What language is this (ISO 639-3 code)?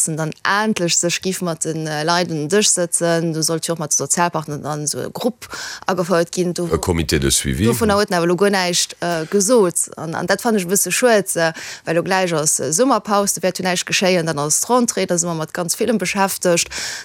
ltz